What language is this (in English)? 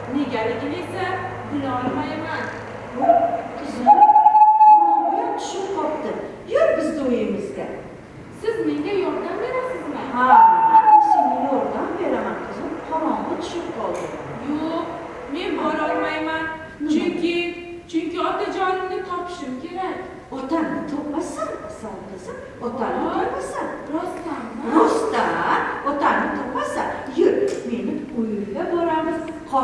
Uzbek